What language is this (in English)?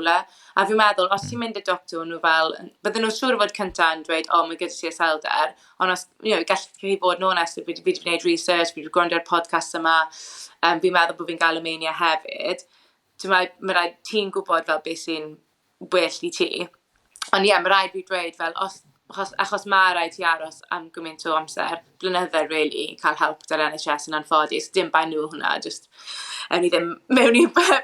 Welsh